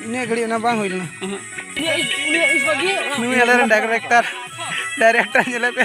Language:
Santali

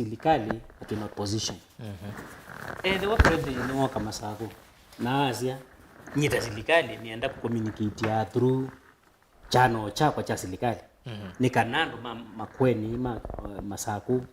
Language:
Kamba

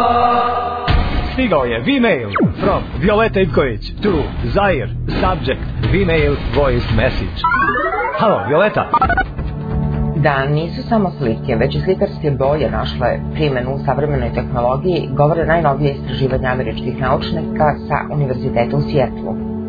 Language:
Serbian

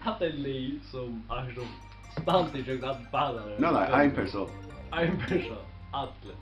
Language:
Faroese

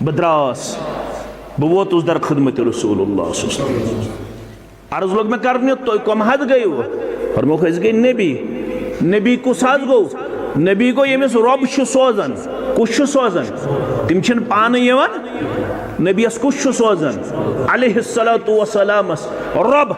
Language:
Kashmiri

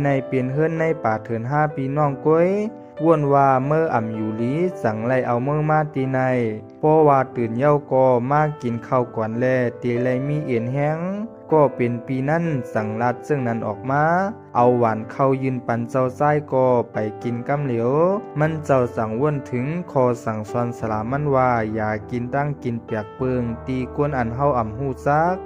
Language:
Shan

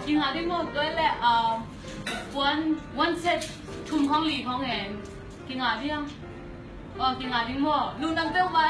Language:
Tedim Chin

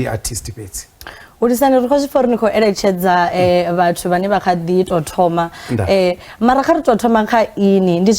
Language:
Venda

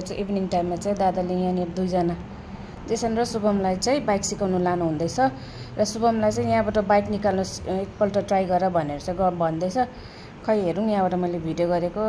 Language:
Nepali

